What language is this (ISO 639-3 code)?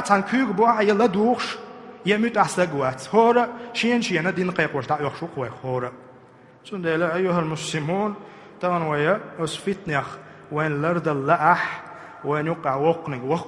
che